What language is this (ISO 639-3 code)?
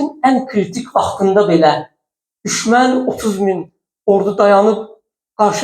aze